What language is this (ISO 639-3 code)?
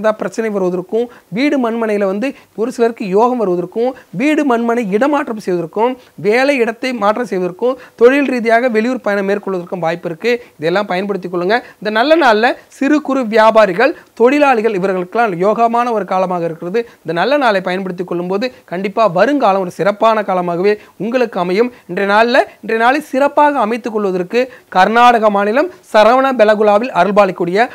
tam